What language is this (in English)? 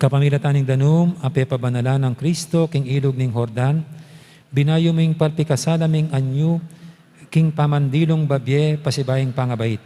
Pampanga